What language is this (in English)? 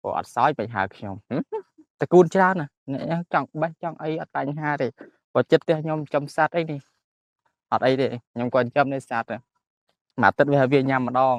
Khmer